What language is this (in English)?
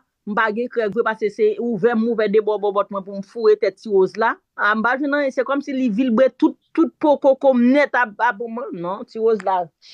Haitian Creole